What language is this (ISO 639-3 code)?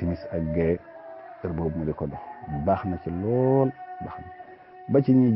wol